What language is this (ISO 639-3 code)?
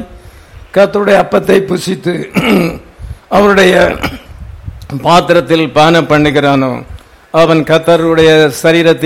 tam